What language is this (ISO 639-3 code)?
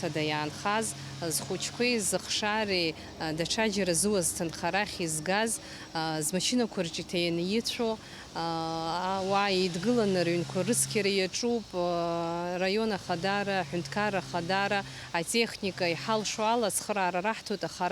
abk